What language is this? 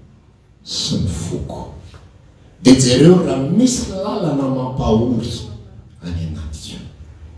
Malagasy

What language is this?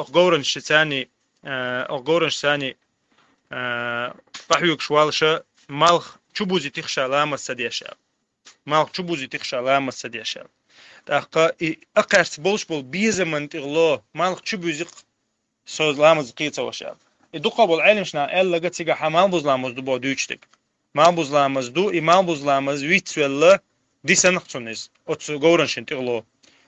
Chechen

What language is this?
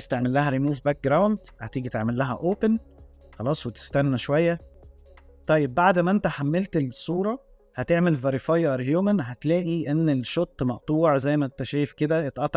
Egyptian Arabic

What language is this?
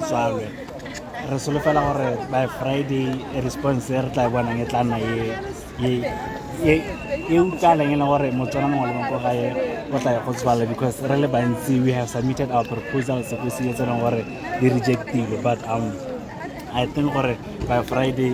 Tswana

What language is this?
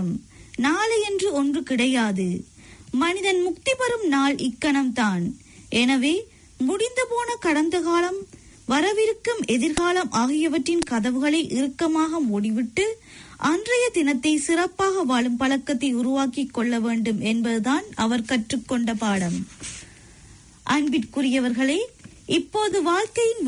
Tamil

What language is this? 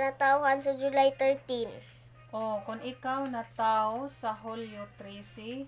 Cebuano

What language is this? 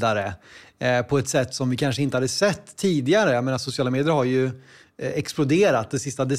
Swedish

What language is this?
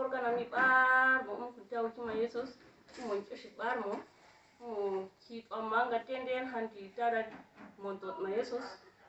Uduk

